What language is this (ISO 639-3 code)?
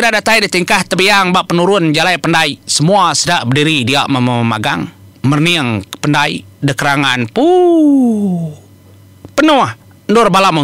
iba